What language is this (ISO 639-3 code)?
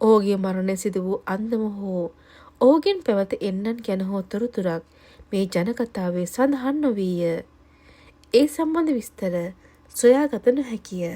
sin